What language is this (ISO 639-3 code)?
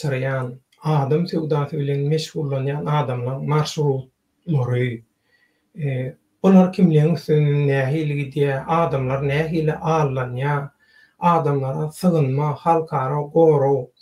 tuk